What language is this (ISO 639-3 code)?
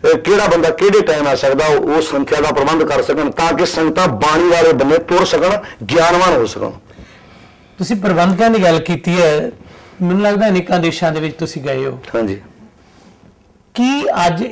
pan